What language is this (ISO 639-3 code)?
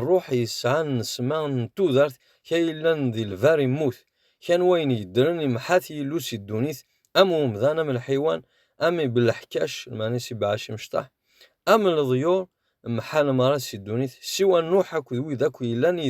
kab